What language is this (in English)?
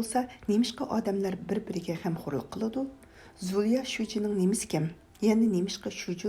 Uyghur